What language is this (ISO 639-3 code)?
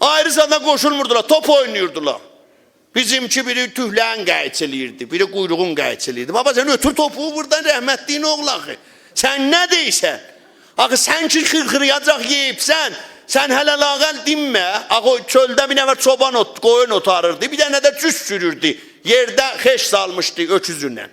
azb